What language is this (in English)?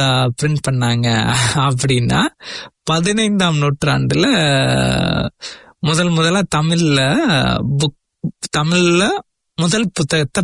Tamil